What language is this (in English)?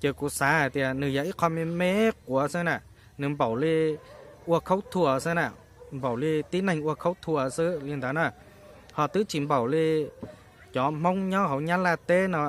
Hmong